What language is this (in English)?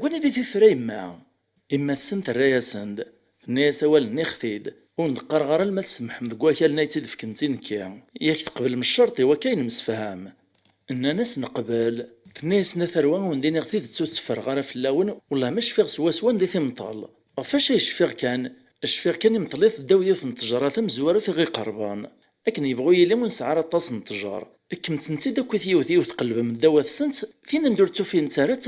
Kabyle